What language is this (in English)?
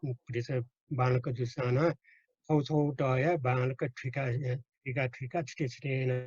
Newari